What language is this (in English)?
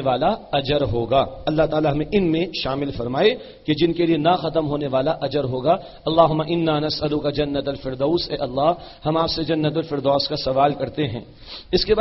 Urdu